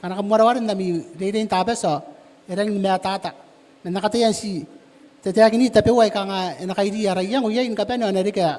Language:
Gilbertese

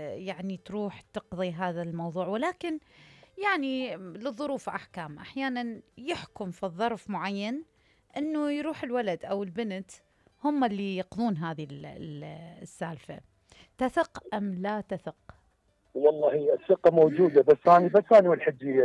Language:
Mesopotamian Arabic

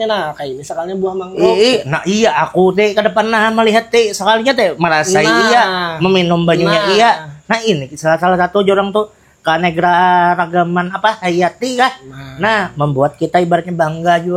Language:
Banjar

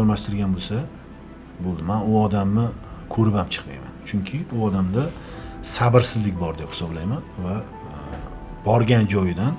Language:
Uzbek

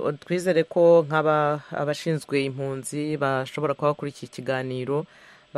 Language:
Kinyarwanda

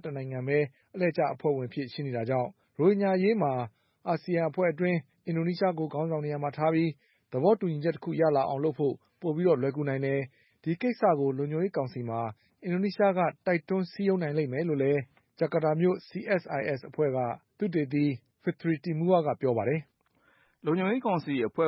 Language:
Burmese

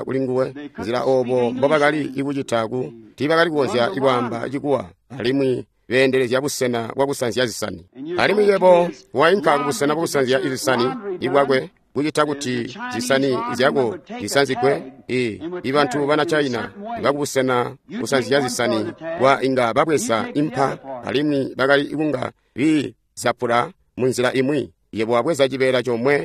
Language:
Tonga (Zambia)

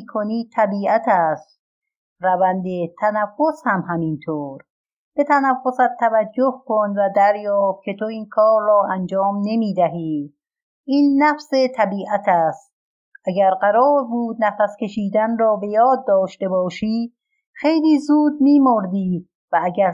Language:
Persian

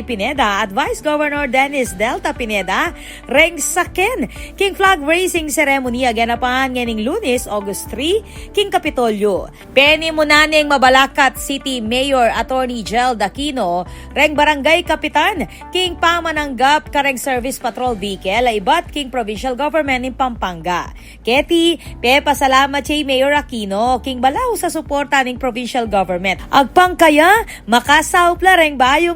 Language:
Pampanga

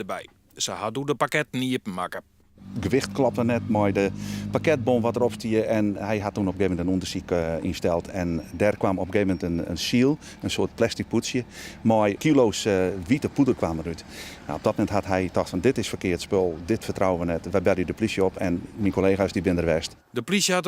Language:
Western Frisian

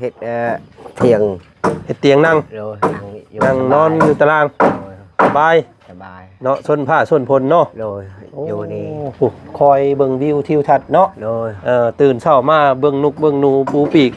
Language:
Lao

